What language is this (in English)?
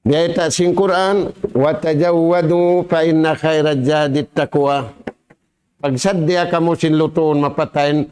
Tausug